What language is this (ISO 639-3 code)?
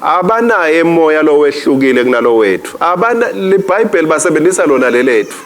ssw